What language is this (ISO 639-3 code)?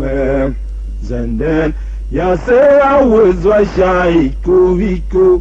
tiv